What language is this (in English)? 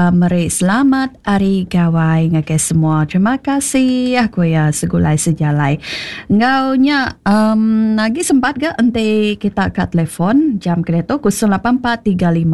Iban